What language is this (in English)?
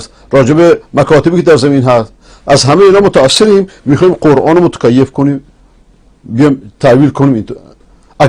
Persian